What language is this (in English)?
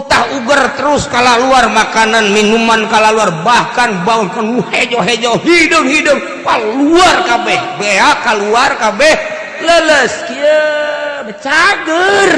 Sundanese